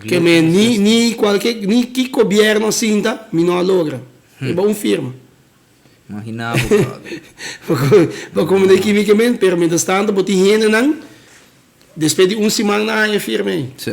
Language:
Papiamento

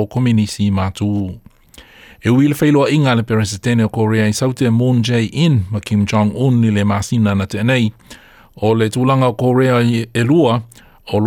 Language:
Samoan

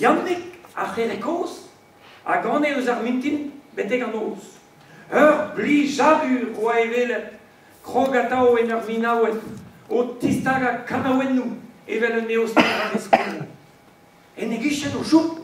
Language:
Breton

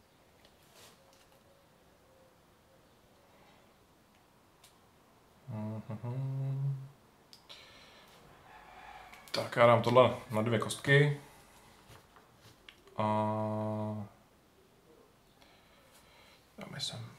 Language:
Czech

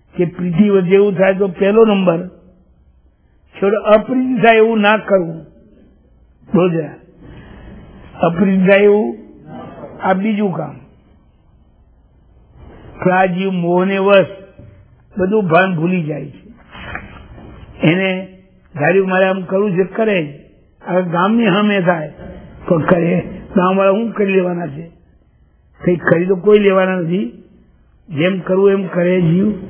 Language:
Gujarati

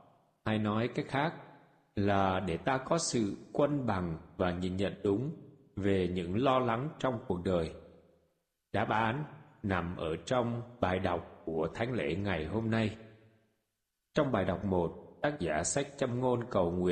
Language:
Vietnamese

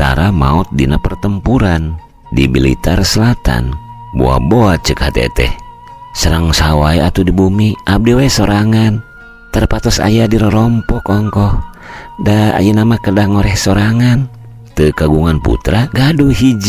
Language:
Sundanese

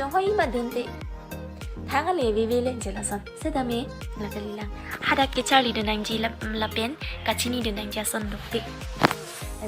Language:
Karbi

